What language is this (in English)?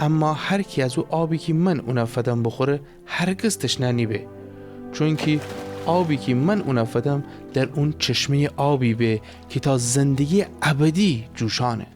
Gilaki